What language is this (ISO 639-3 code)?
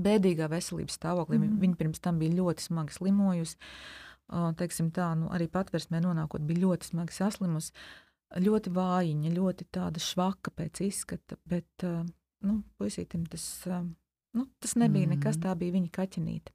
lav